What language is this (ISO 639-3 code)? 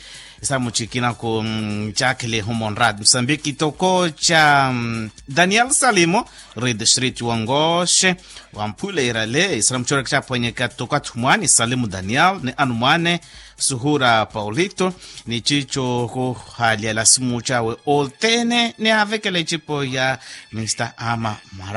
vmw